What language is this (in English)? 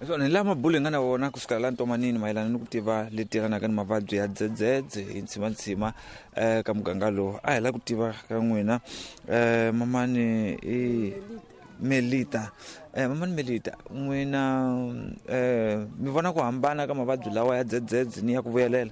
Tsonga